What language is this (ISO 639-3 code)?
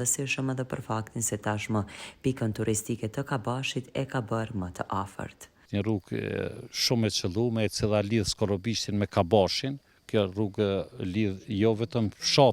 sqi